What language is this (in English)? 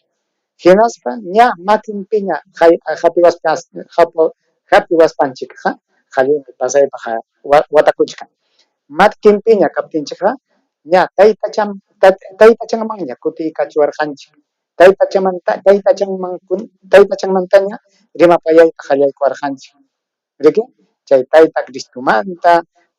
Ayacucho Quechua